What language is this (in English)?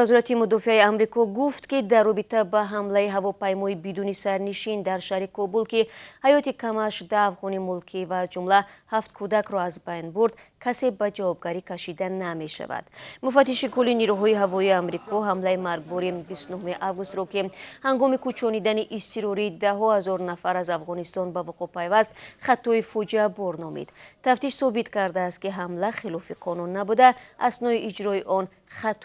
Tajik